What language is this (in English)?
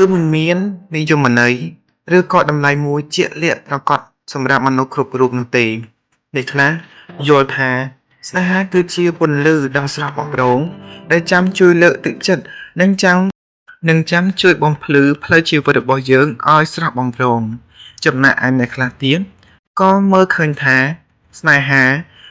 Khmer